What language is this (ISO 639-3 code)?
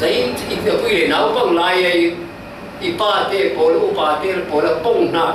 cfm